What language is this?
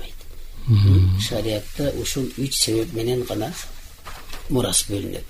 Kyrgyz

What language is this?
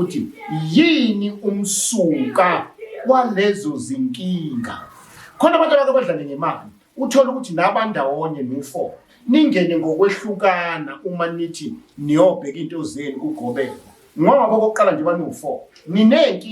Zulu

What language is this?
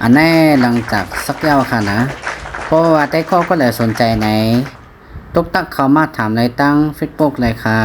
Shan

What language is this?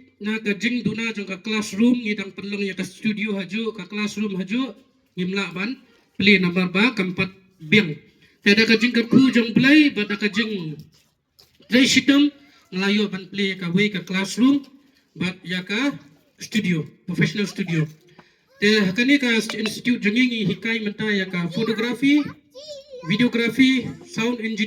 Khasi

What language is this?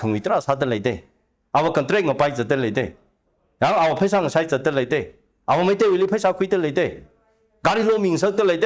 Tangkhul Naga (India)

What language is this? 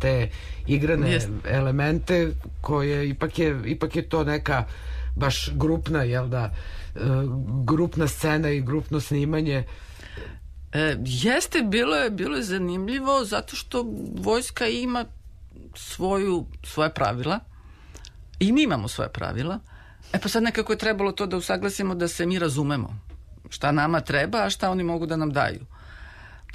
Serbian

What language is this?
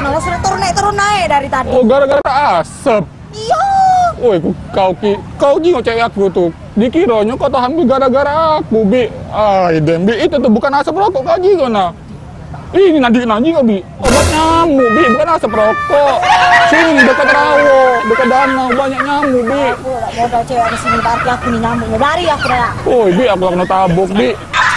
Musi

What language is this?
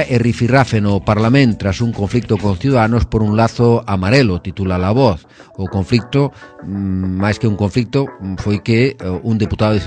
Galician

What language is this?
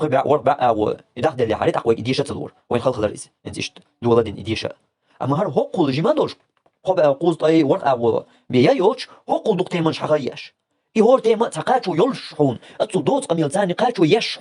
Chechen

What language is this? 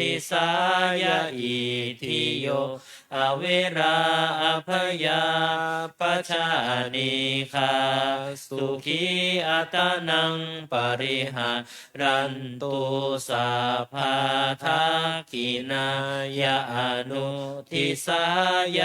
Pali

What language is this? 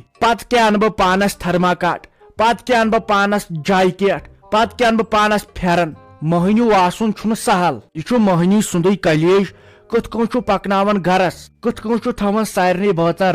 Kashmiri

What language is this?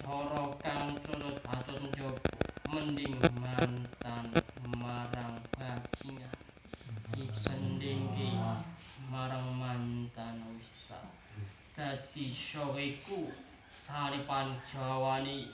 Javanese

